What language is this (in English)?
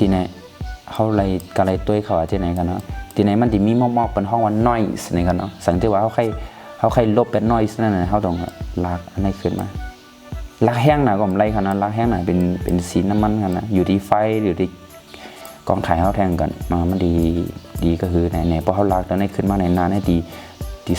Shan